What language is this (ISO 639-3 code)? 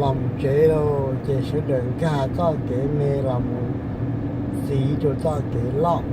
hmn